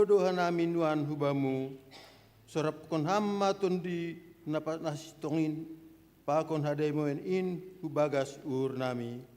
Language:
Batak Simalungun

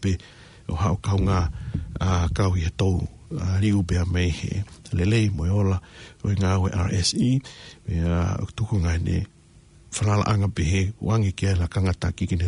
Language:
Tongan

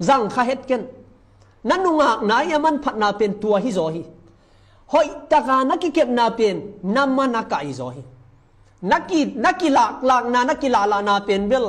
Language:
Tedim Chin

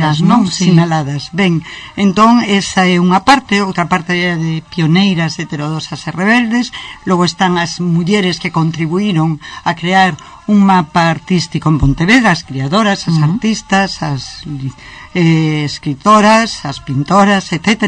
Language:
Galician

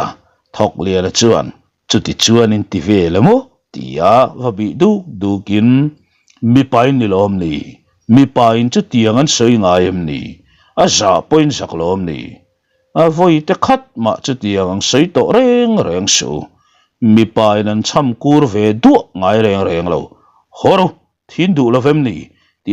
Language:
Mizo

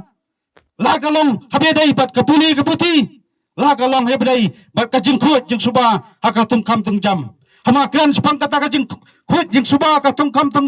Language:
Khasi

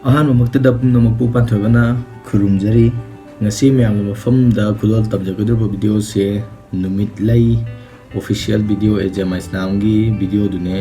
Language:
Manipuri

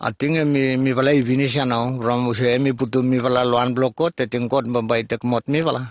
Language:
Bislama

